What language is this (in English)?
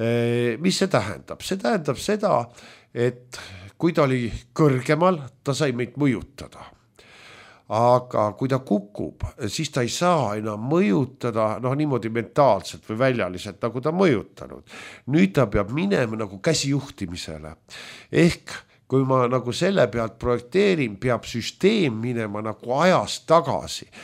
Estonian